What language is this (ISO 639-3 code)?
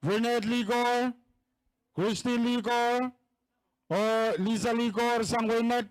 pon